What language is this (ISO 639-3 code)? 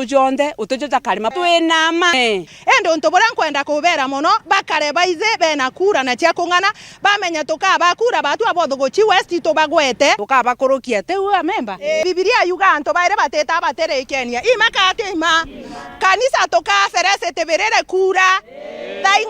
mer